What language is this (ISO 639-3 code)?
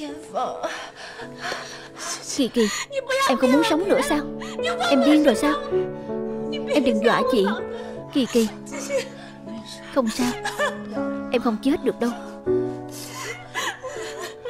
vie